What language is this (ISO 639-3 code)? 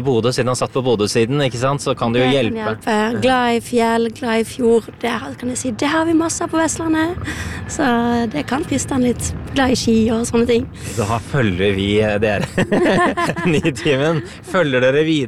nor